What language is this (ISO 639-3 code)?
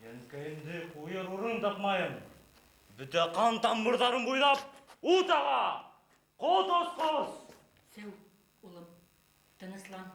bak